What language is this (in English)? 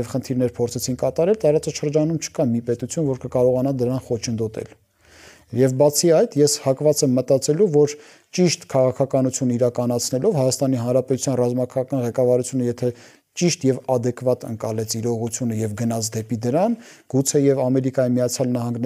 Armenian